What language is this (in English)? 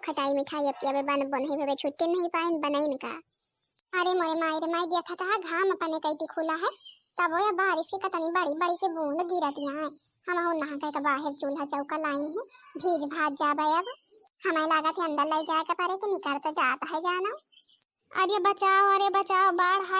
Awadhi